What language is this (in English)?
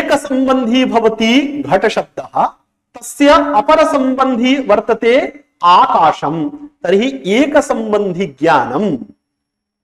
Sanskrit